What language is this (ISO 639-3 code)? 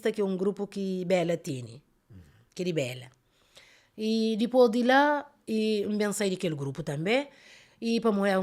kea